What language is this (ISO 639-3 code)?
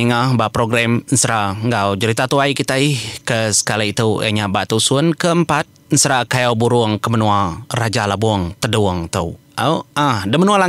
iba